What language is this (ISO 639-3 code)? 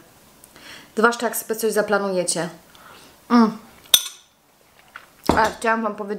pol